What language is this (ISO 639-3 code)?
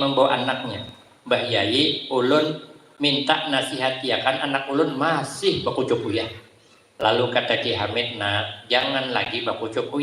bjn